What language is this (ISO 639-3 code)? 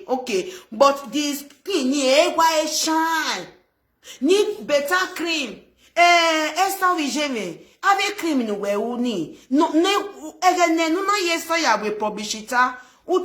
pcm